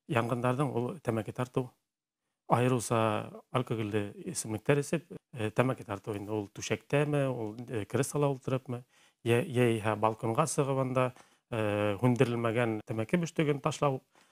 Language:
Bashkir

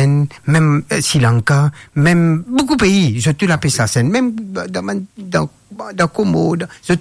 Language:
Morisyen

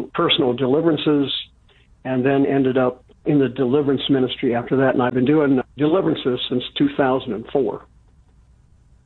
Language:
English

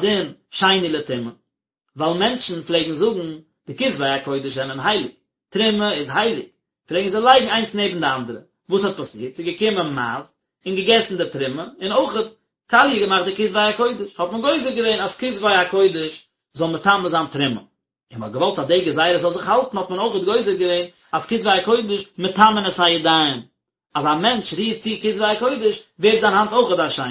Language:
Yiddish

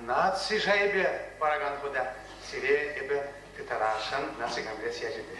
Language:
Chuvash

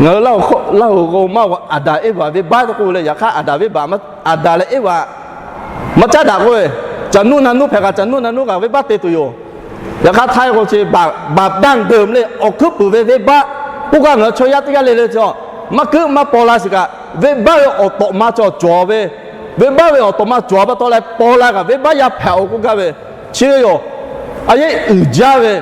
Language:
Lahu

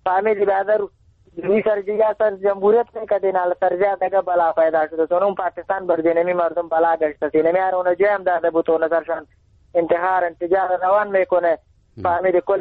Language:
Persian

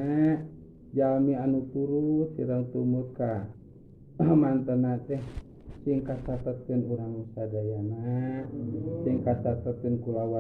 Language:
Sundanese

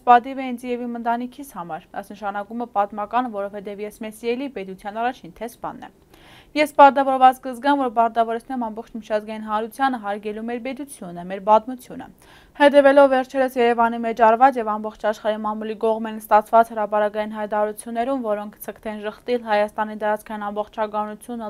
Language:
Armenian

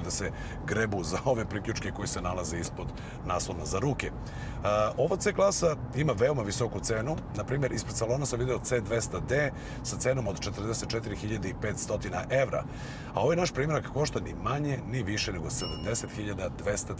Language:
Serbian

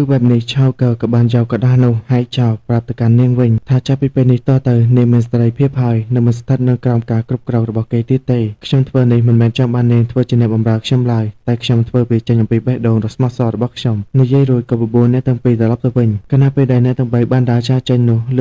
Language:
Khmer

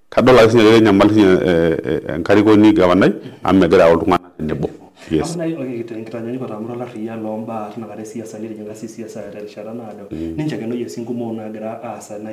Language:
Masai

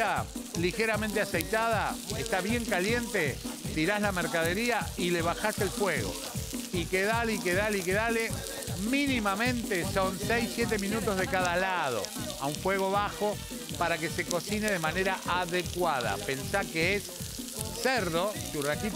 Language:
Spanish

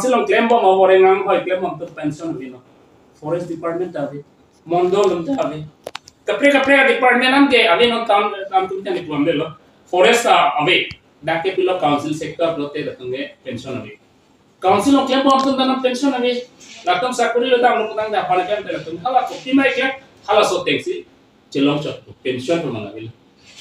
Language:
Karbi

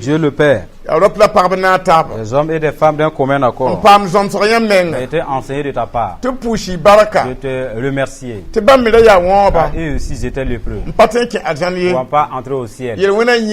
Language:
Mossi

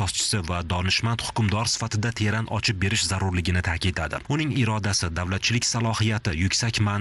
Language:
Uzbek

